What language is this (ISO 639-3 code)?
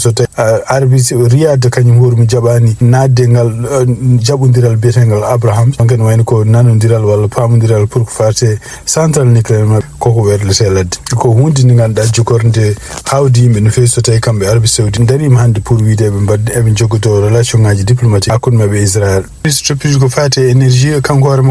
ful